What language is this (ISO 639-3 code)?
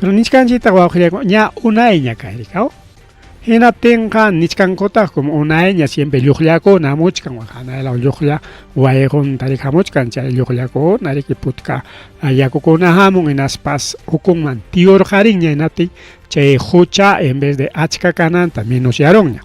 quy